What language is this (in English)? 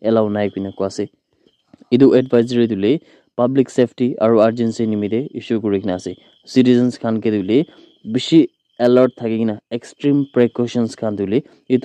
Naga Pidgin